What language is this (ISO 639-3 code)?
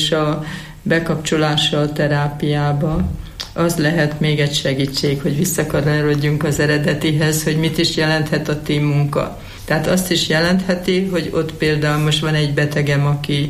hun